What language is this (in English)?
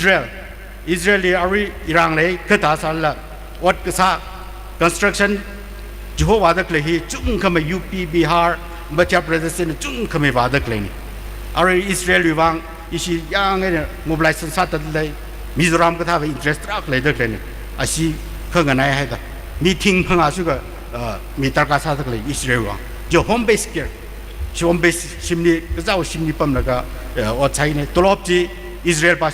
Tangkhul Naga (India)